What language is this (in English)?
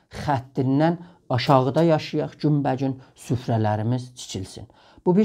South Azerbaijani